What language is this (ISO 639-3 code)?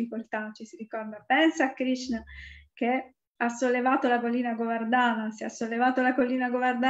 ita